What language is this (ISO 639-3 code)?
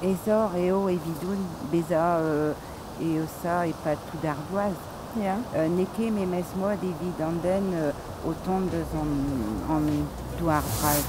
bre